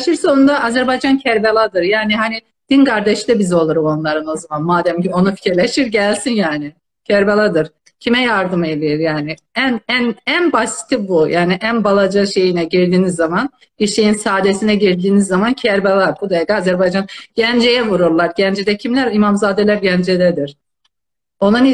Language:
South Azerbaijani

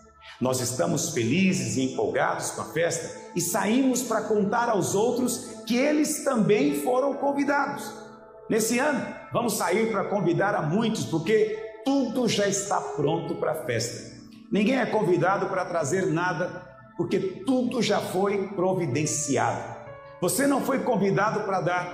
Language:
Portuguese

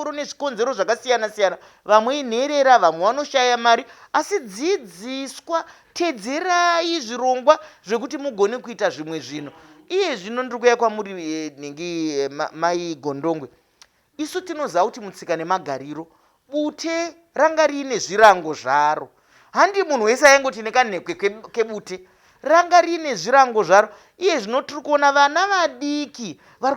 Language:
Shona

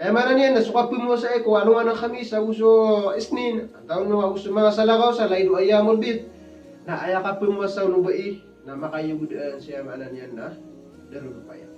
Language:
Maranao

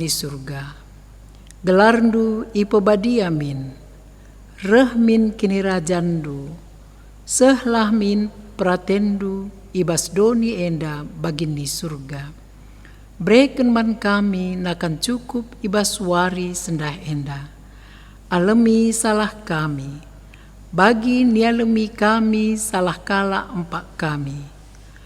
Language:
Batak Karo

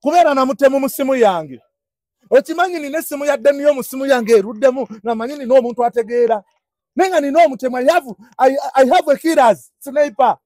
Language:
Ganda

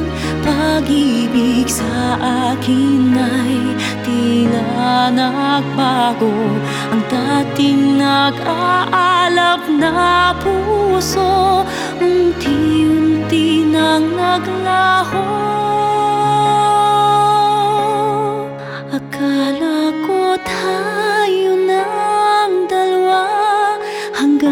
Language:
Filipino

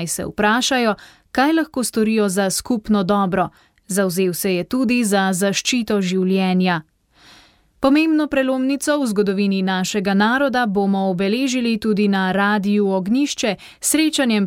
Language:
Slovenian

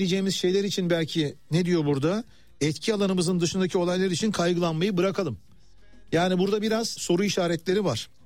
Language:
Turkish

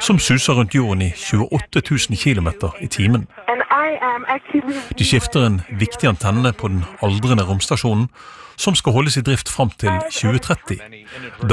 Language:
Norwegian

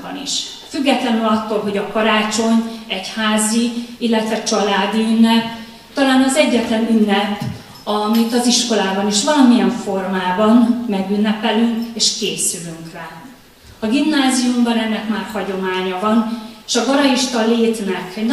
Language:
Hungarian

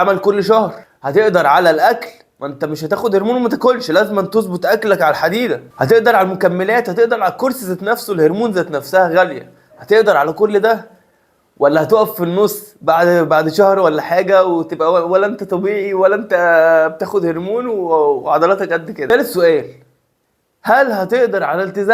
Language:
Egyptian Arabic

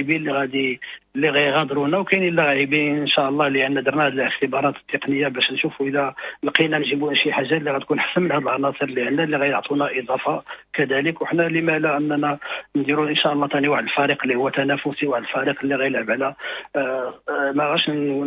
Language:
Moroccan Arabic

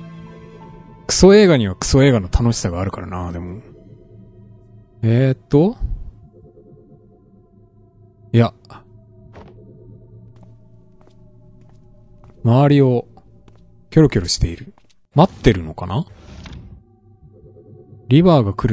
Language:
Japanese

